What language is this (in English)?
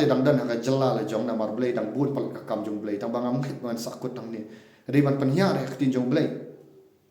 Khasi